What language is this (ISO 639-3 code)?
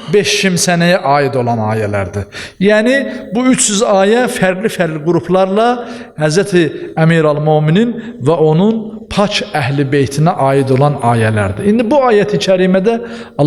aze